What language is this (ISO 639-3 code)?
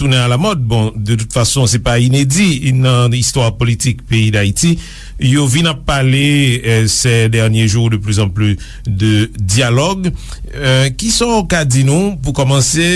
hat